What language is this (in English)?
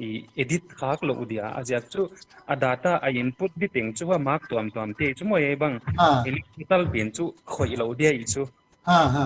Paite Chin